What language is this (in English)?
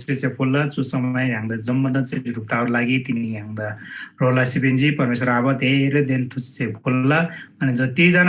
Eastern Tamang